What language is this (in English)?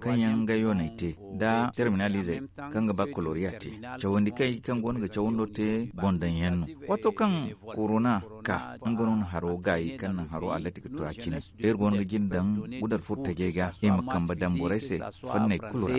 Zarma